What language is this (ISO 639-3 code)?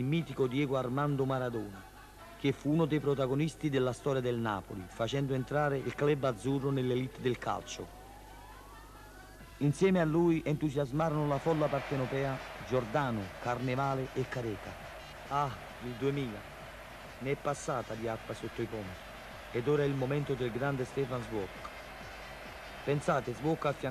ita